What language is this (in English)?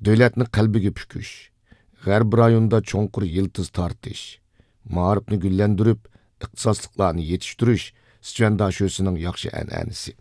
Uyghur